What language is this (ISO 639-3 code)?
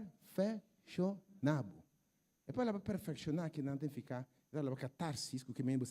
pap